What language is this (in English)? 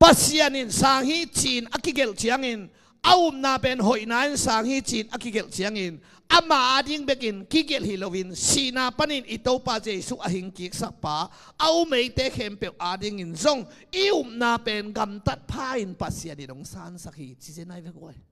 Tedim Chin